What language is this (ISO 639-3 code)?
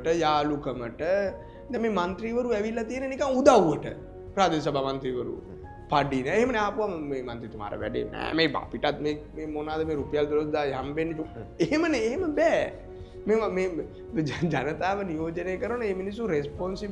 sin